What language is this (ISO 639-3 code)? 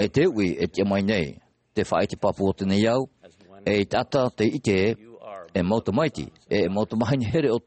tah